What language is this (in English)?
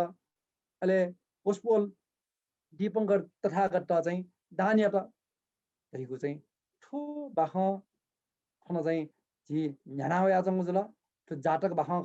Newari